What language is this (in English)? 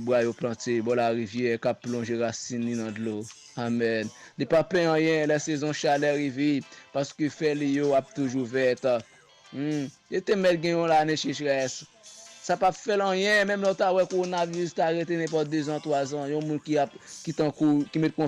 Haitian Creole